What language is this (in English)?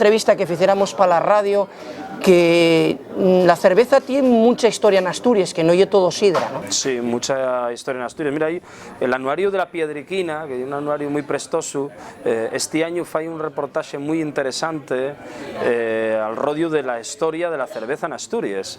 Asturian